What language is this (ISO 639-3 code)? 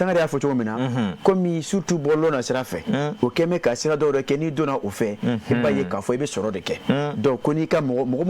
bam